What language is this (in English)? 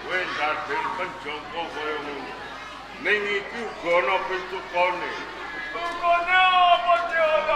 Javanese